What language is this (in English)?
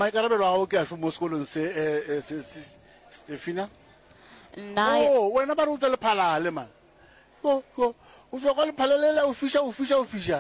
Northern Sotho